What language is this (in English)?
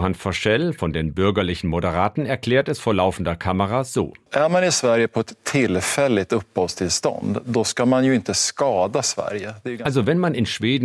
German